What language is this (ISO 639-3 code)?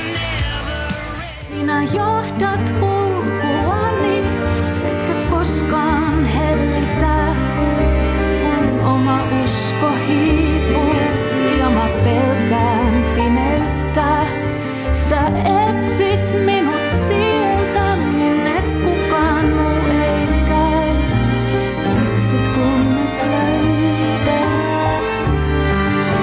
fin